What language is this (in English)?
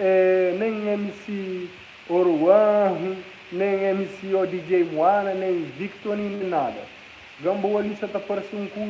Kabuverdianu